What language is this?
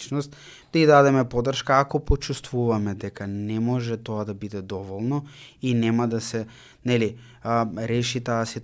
Macedonian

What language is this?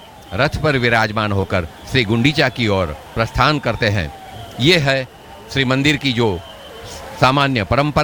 Hindi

